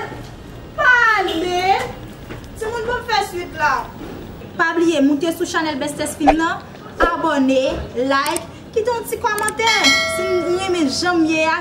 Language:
Haitian Creole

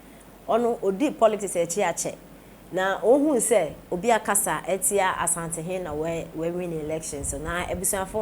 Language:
Akan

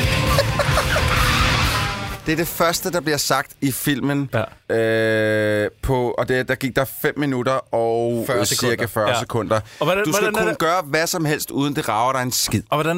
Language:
Danish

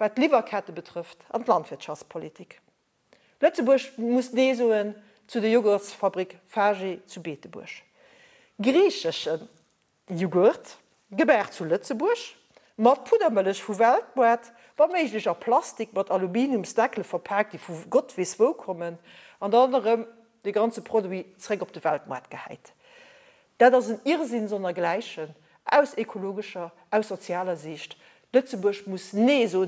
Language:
Luxembourgish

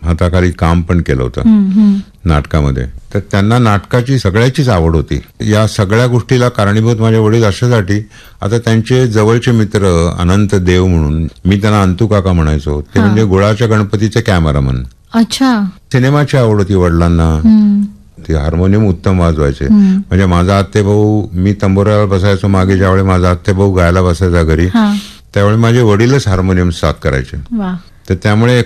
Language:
Marathi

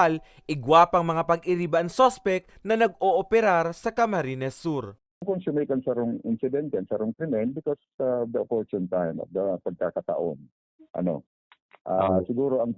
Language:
Bikol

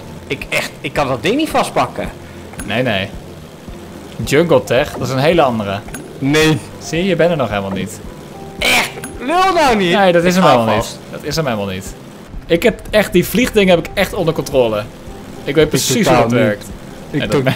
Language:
Dutch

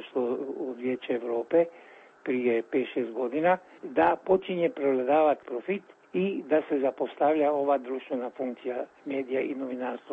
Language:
Croatian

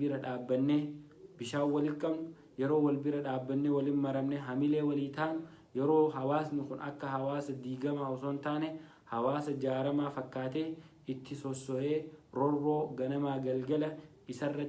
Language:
Oromo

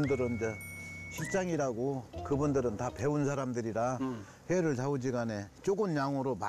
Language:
Korean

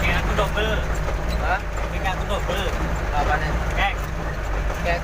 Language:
Musi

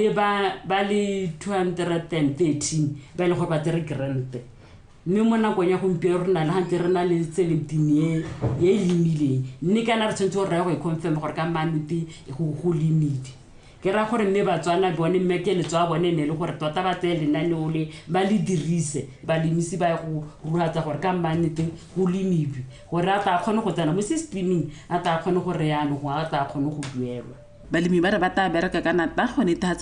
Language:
Tswana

